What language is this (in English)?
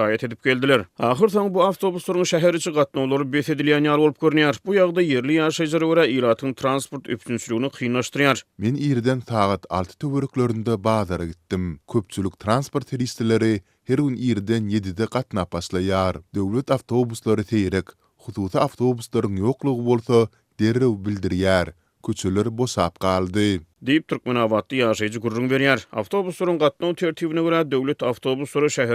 Turkmen